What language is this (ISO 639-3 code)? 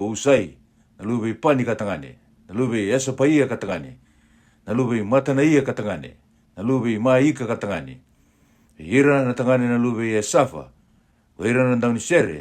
fij